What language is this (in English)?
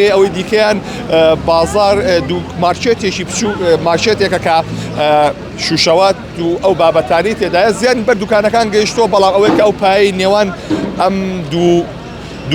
Central Kurdish